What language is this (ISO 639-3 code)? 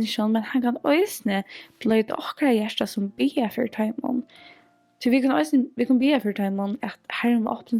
fao